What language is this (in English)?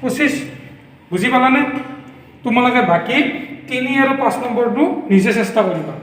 Assamese